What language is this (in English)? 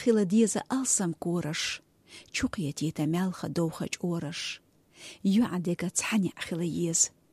Chechen